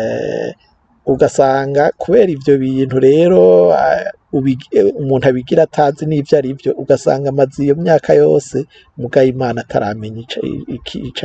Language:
Rundi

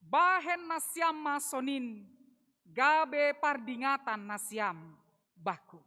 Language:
Batak Simalungun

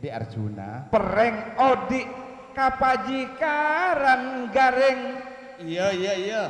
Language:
Madurese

